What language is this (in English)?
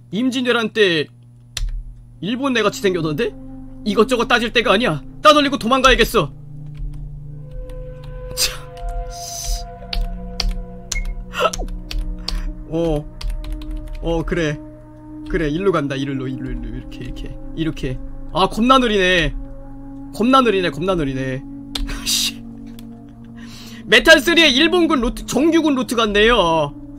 Korean